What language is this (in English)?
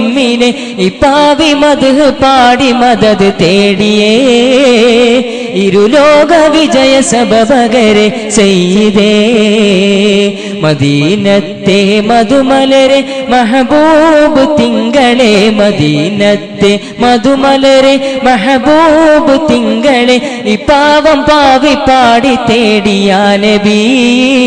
Malayalam